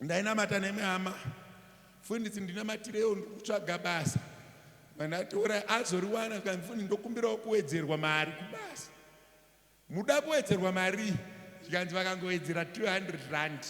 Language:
Shona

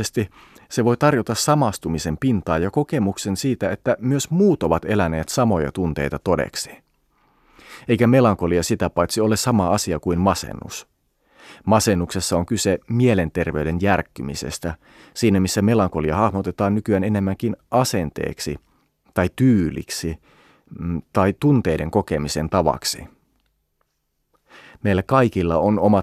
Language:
Finnish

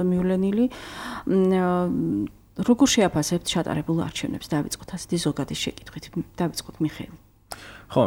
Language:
Georgian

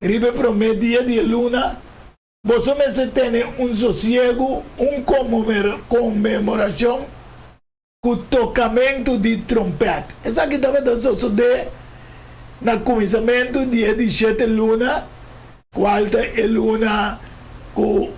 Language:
Papiamento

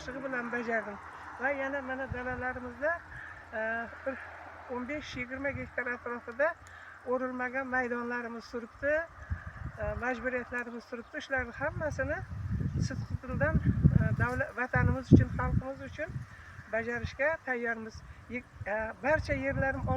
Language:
Uzbek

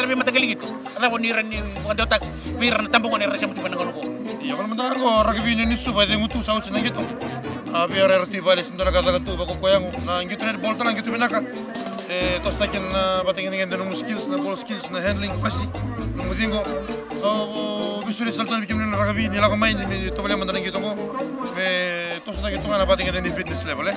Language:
Fijian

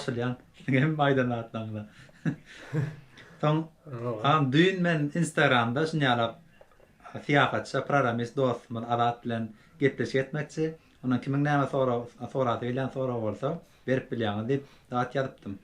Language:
Turkmen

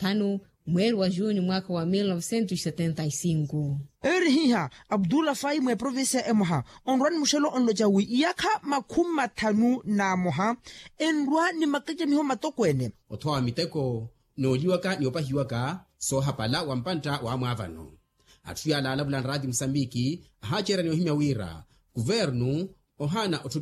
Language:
Makhuwa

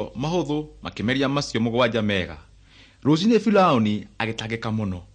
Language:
Kikuyu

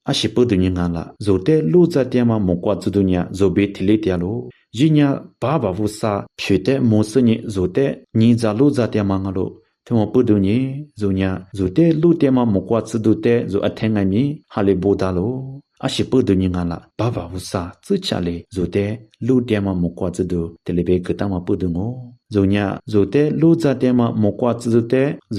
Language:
Lisu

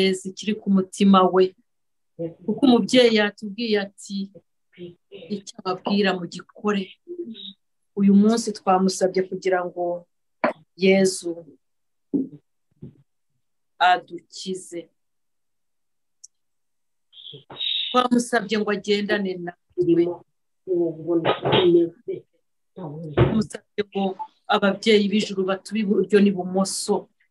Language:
Kinyarwanda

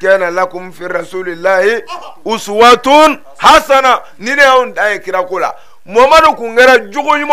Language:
Bambara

